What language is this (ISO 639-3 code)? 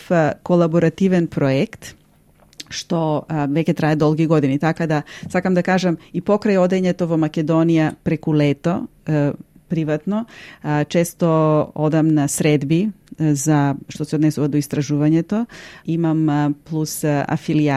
mkd